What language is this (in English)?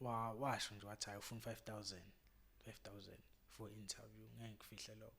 Zulu